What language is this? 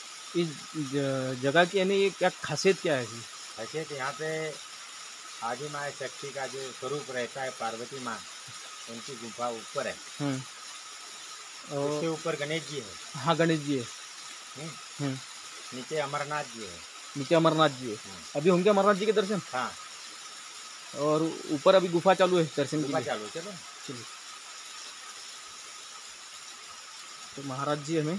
Hindi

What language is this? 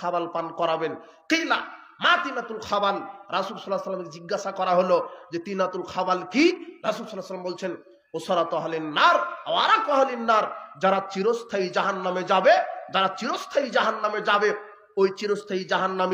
Bangla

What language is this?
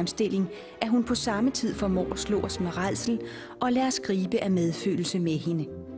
Danish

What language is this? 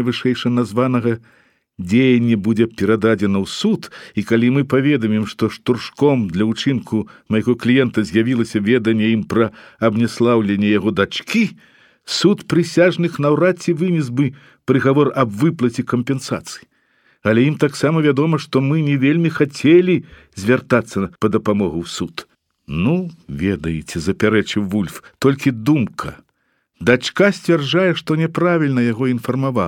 Belarusian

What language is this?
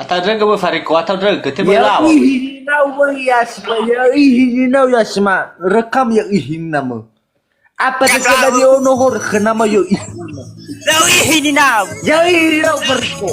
Nias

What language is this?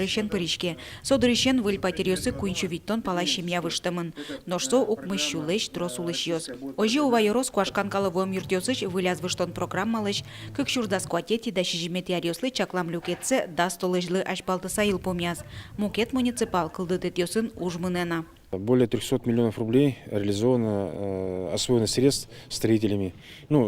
Udmurt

